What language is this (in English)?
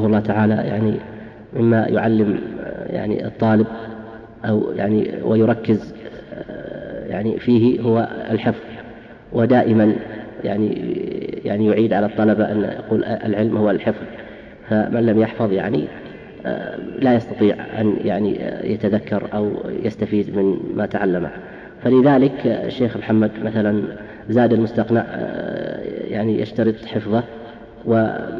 Arabic